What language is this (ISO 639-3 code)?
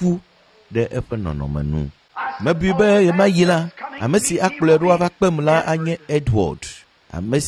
ewe